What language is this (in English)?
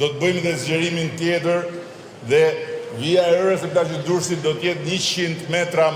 Albanian